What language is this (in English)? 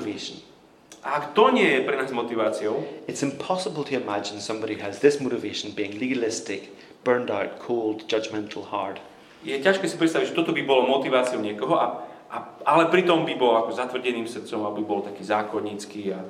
Slovak